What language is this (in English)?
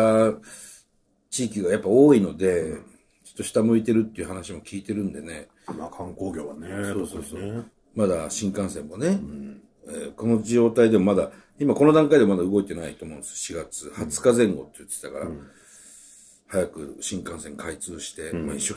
Japanese